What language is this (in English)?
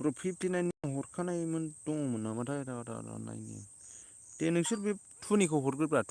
Bodo